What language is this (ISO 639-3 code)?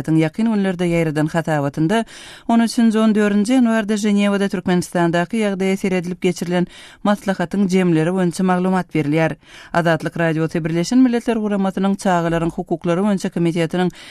tuk